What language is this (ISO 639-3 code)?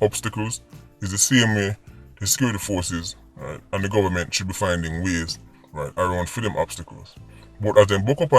jam